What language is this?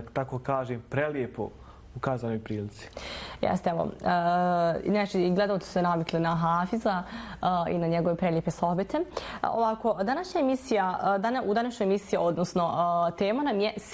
Bosnian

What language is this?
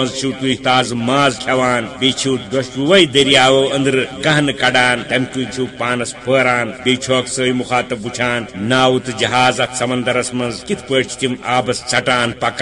Kashmiri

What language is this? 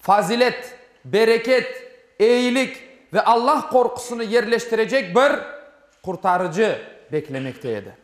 Crimean Tatar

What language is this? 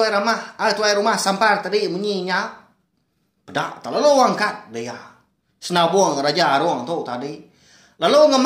Iban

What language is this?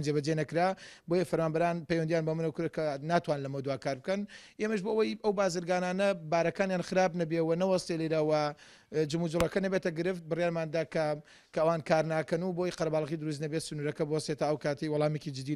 Central Kurdish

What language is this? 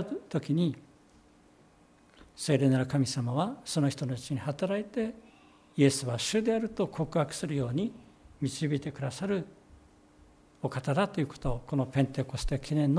Japanese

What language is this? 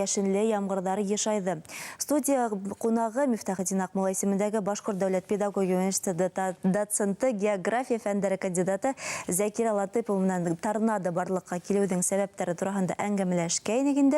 Bashkir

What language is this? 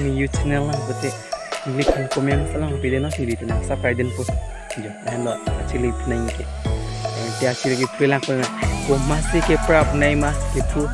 Karbi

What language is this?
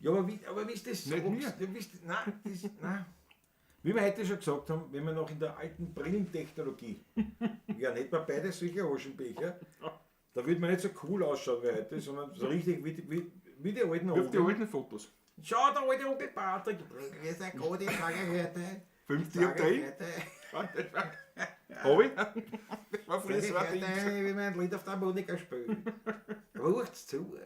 Bavarian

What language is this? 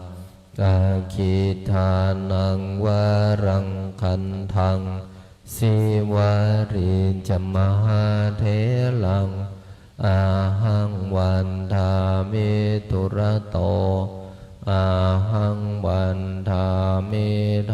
Pali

